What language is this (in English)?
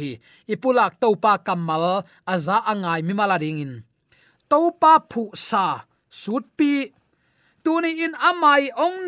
Tedim Chin